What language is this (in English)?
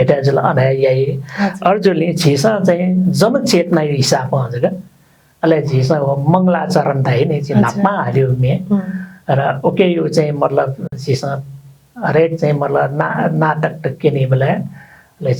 Newari